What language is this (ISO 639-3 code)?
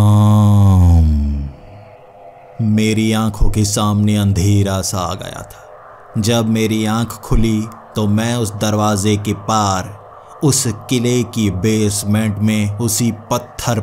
hin